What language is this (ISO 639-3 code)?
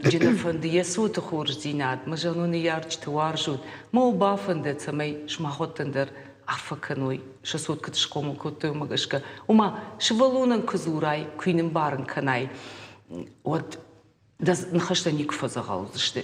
oss